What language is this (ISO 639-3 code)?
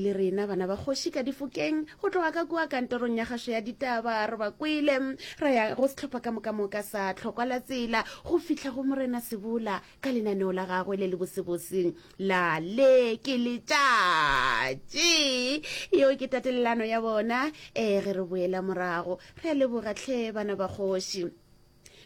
nso